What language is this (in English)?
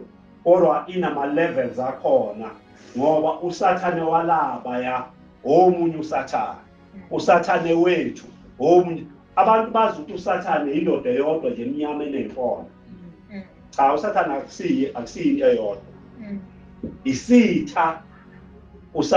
Zulu